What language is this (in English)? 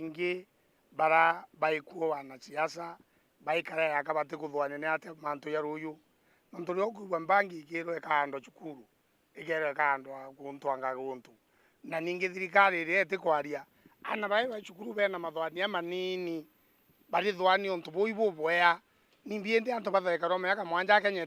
Meru